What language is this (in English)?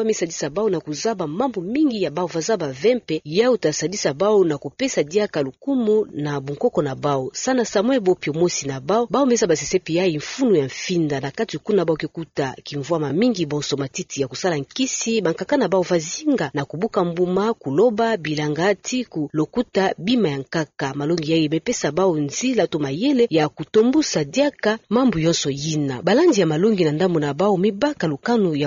Kituba (Democratic Republic of Congo)